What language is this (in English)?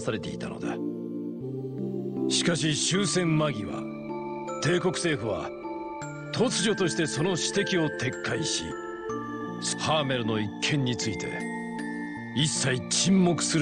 Japanese